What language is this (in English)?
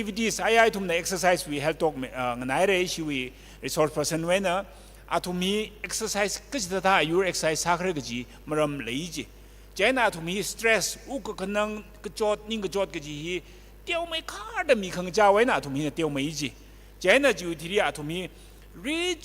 Tangkhul Naga (India)